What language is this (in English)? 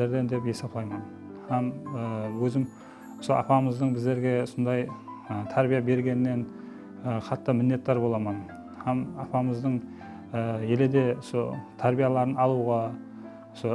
Kara-Kalpak